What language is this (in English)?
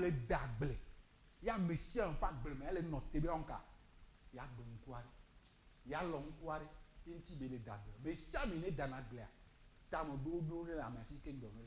Ewe